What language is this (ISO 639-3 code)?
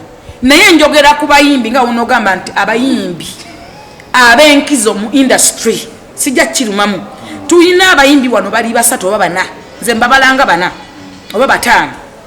lug